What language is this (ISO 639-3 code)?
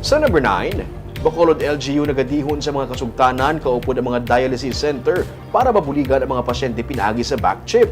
hil